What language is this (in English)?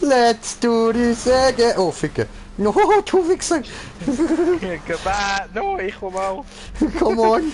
Swiss German